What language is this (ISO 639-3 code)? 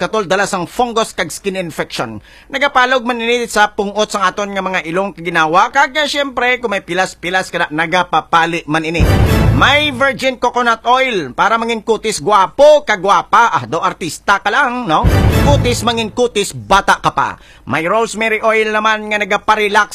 hil